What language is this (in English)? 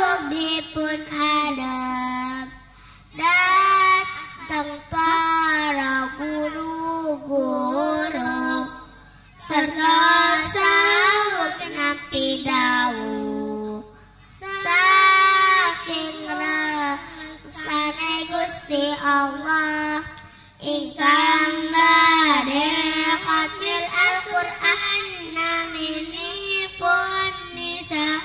Javanese